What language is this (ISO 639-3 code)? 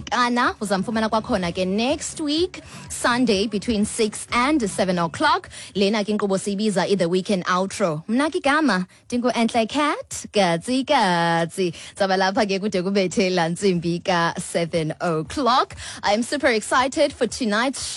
xho